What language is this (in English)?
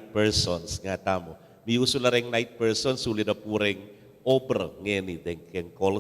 Pampanga